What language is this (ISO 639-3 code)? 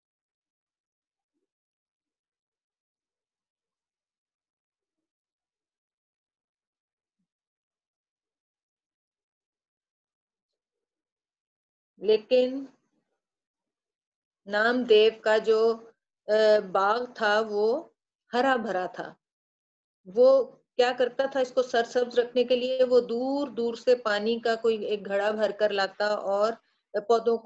urd